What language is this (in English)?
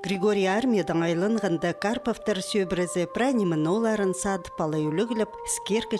Khakas